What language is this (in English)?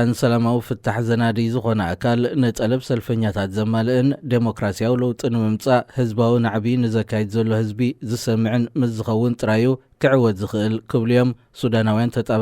Tigrinya